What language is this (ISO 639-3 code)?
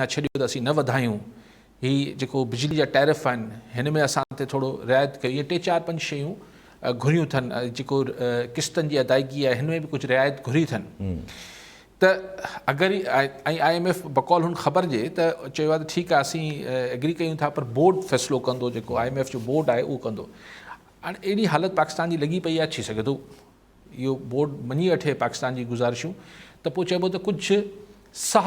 snd